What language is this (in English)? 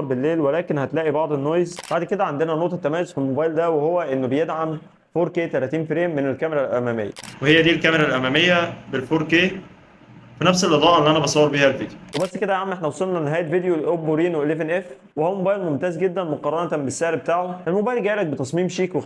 Egyptian Arabic